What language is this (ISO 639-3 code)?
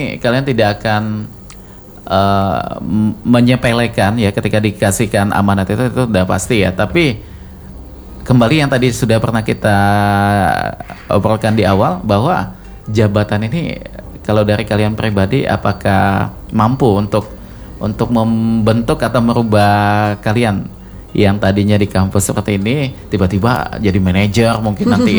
ind